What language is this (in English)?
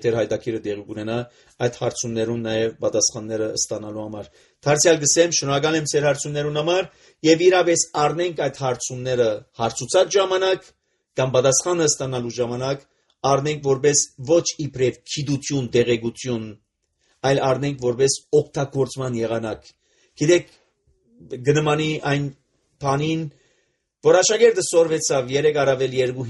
Armenian